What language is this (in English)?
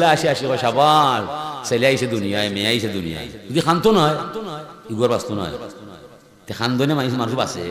Sylheti